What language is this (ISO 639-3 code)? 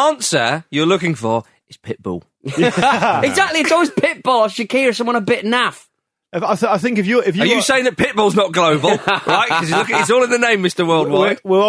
eng